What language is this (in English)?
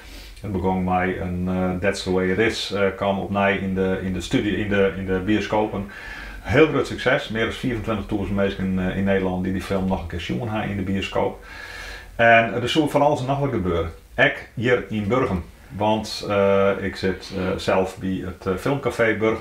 Western Frisian